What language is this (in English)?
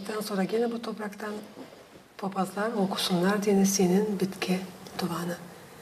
Gagauz